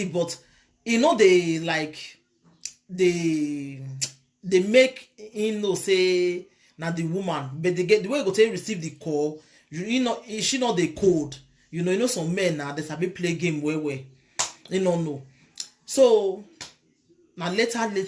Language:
Nigerian Pidgin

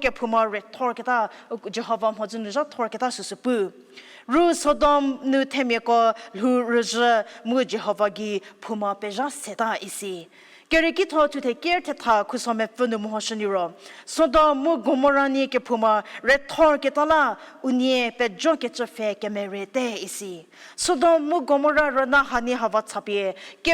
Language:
Angami Naga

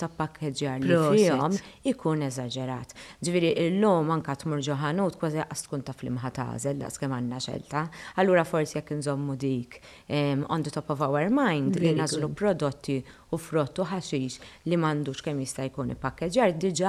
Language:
Maltese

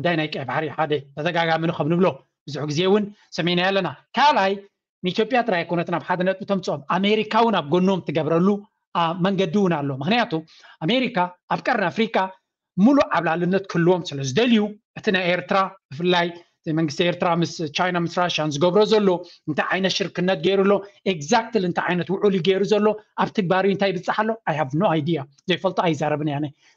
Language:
Tigrinya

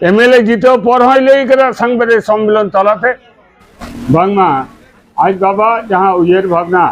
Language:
Santali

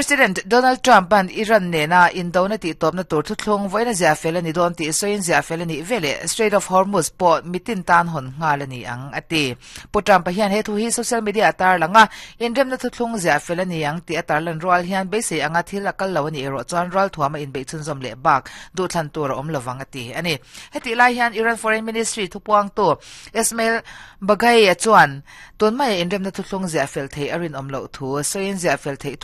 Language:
Mizo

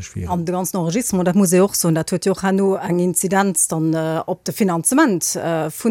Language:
Luxembourgish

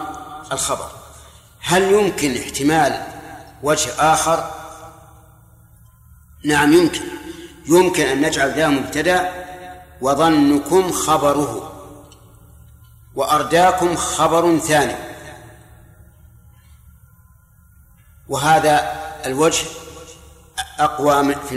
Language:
Arabic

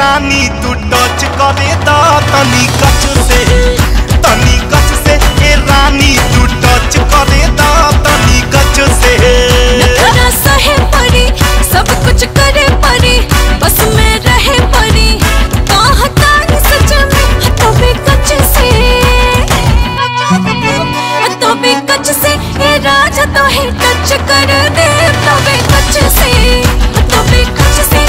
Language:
Bhojpuri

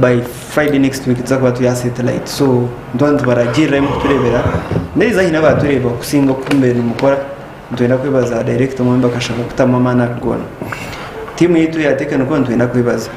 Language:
Nyankole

